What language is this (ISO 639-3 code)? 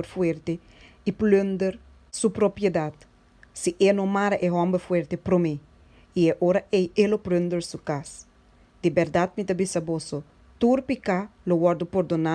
pap